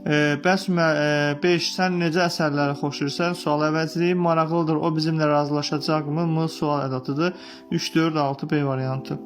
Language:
Azerbaijani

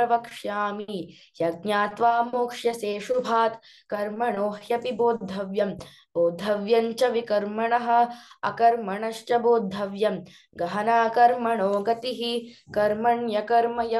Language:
Sanskrit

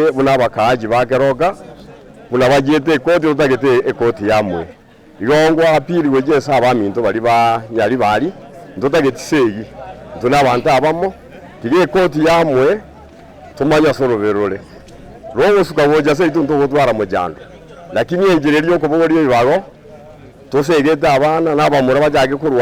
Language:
Gusii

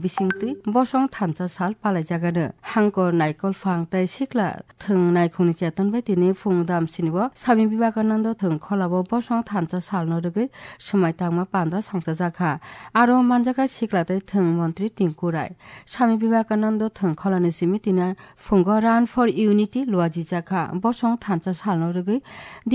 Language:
Kok Borok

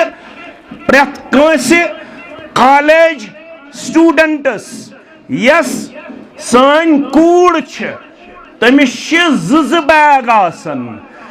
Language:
Kashmiri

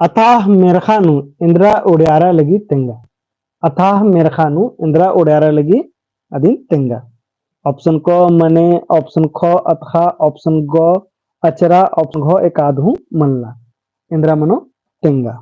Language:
Kurukh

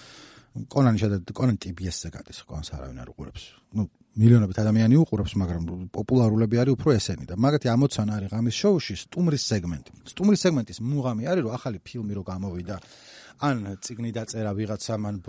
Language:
Georgian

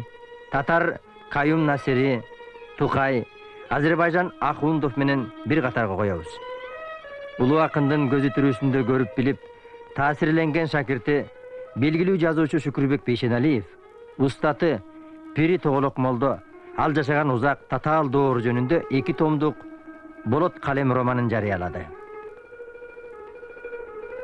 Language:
Kyrgyz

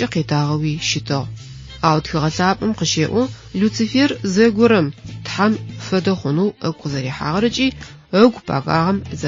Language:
Adyghe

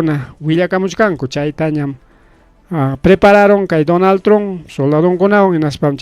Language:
Ayacucho Quechua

